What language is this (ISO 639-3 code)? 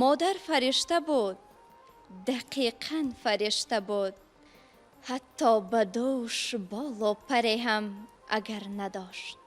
tgk